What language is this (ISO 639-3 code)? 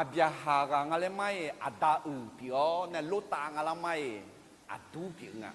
ahk